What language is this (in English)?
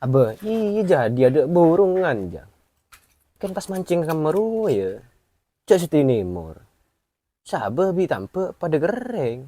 Madurese